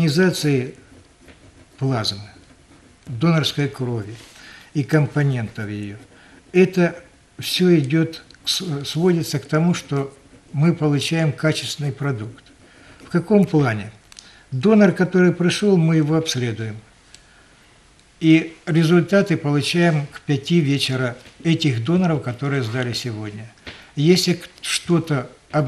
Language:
Russian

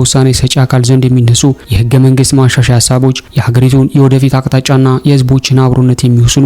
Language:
Amharic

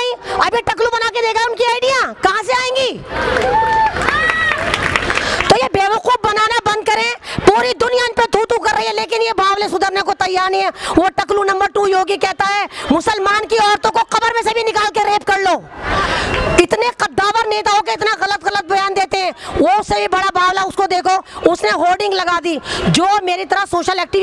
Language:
Hindi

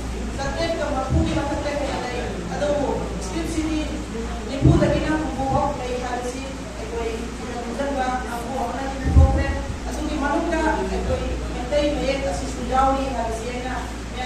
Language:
Manipuri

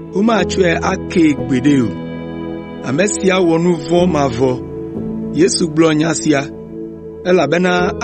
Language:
Ewe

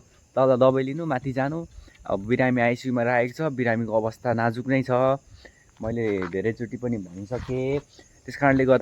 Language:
Nepali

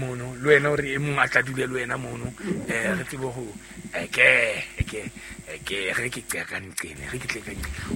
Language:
Southern Sotho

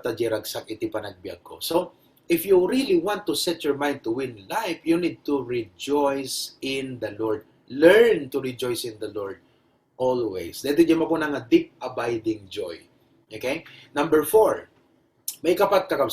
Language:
Iloko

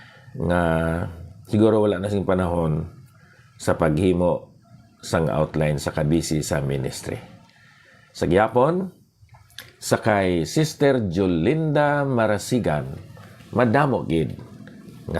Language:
Hiligaynon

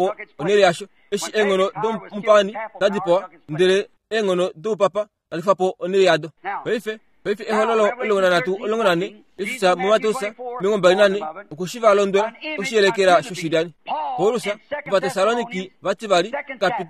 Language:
Kuanyama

